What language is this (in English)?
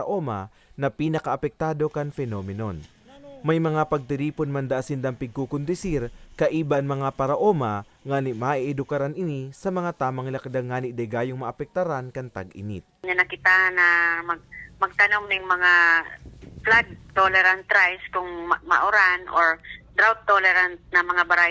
Bikol